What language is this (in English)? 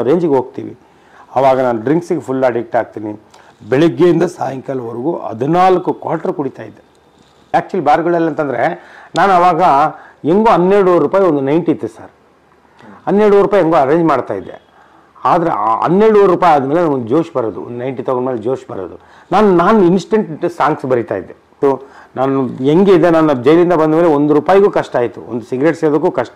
Kannada